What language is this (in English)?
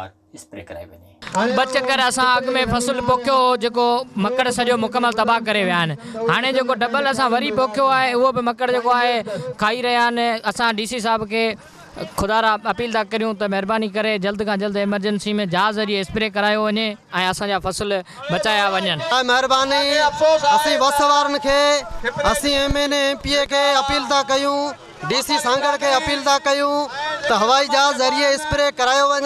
Sindhi